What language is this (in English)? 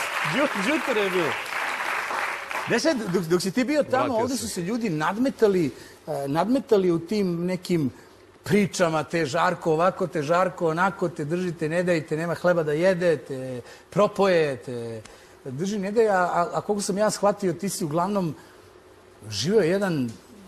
Serbian